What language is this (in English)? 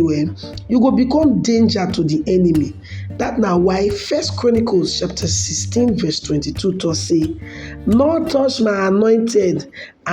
Nigerian Pidgin